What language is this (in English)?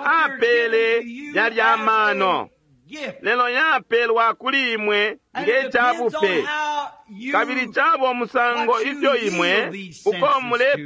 Bemba